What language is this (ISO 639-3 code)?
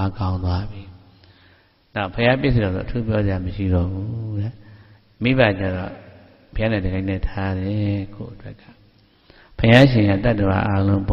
mya